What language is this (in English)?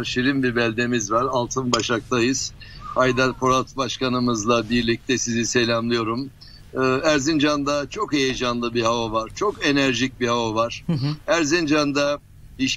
Turkish